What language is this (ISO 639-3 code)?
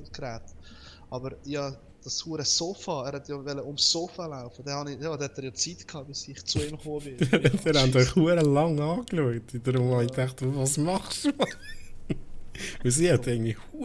gsw